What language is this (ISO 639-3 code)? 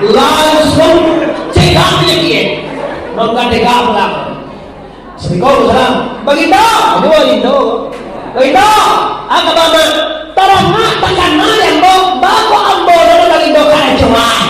min